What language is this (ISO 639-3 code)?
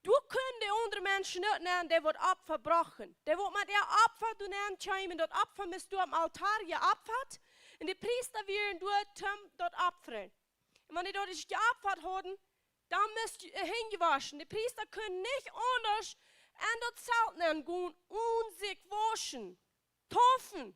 pdt